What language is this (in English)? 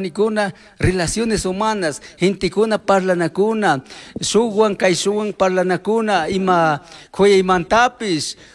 Chimborazo Highland Quichua